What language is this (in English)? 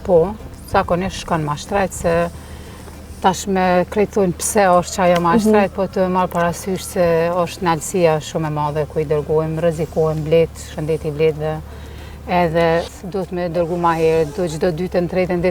Albanian